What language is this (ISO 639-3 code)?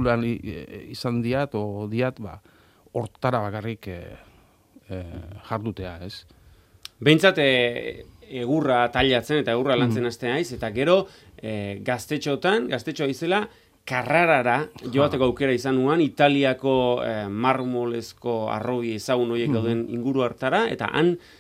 eus